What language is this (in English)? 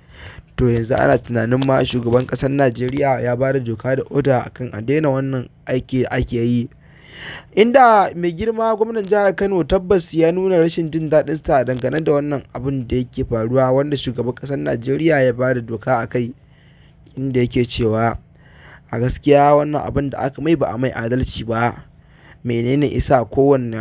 Hausa